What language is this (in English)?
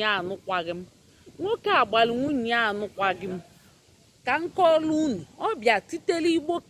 Igbo